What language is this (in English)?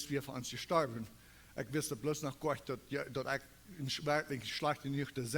Plautdietsch